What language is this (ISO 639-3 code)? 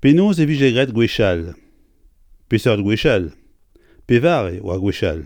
bre